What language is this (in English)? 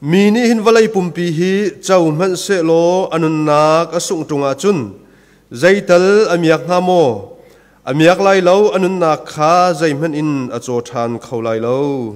Hakha Chin